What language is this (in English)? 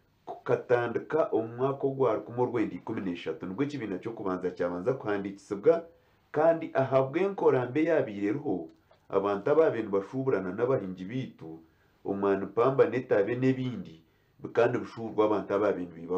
Nyankole